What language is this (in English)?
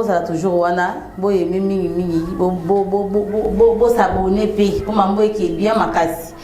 Lingala